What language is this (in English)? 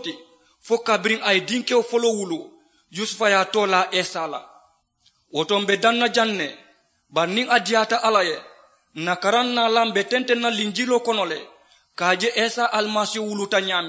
Mandingo